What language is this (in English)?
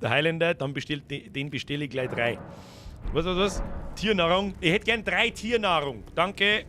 Bavarian